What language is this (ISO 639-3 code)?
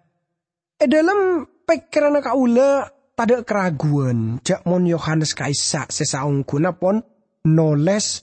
mad